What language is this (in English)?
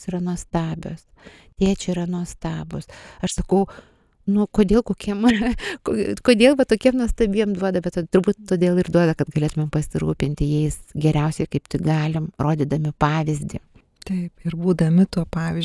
Lithuanian